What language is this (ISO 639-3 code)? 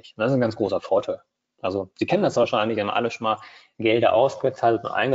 deu